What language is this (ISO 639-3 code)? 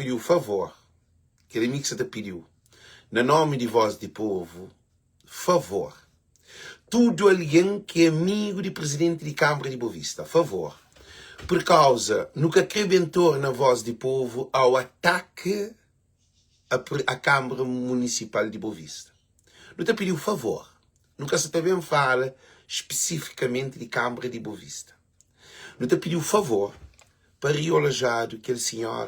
kea